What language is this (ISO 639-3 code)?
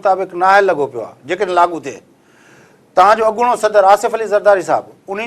snd